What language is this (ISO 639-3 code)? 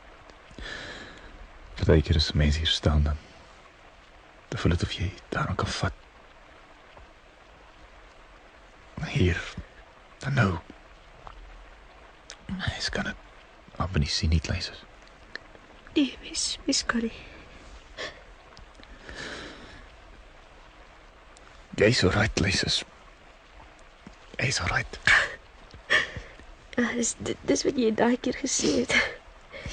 afr